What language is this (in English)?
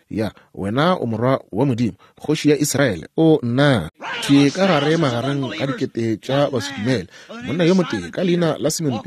Northern Sotho